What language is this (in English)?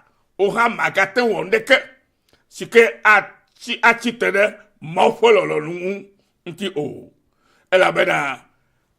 Ewe